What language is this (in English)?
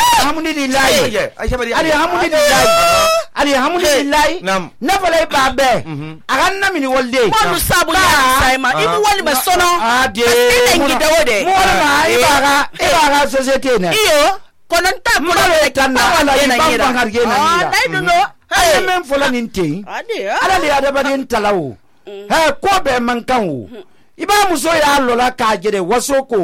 Susu